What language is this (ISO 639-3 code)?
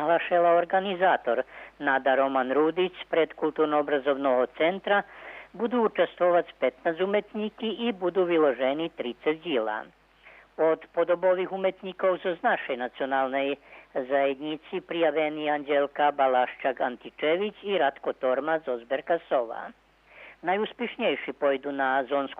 rue